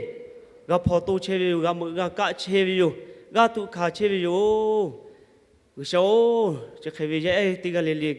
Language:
Lahu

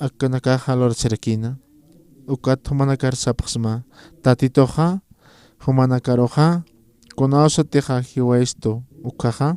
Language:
Aymara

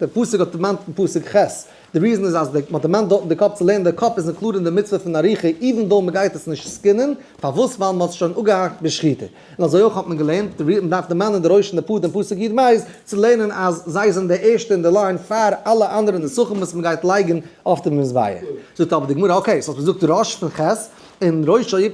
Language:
Yiddish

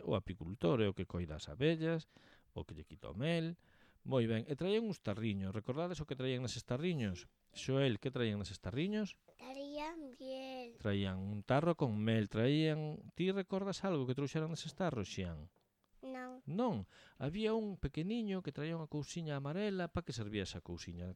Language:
Galician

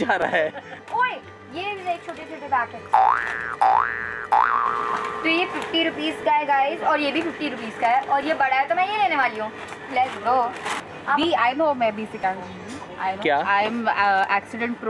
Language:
Hindi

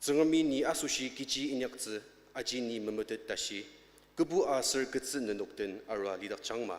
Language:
Ao Naga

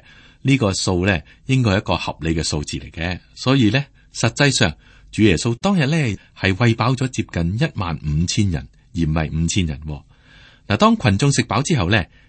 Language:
Cantonese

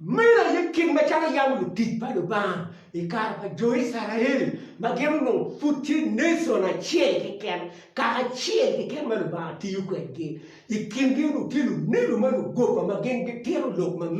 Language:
Acoli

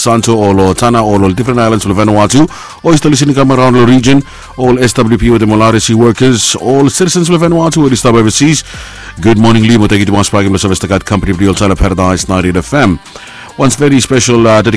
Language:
Bislama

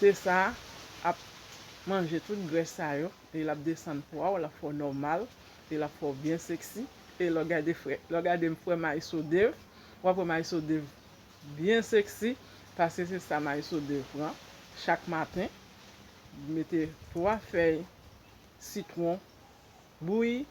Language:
Haitian Creole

